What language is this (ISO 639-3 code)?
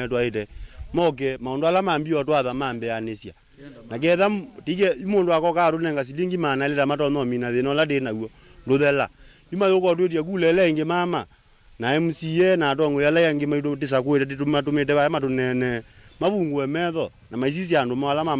kam